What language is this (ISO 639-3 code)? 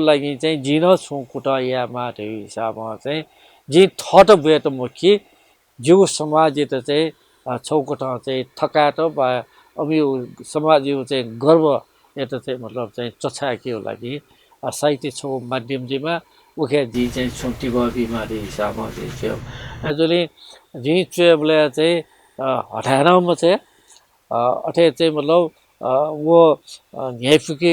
new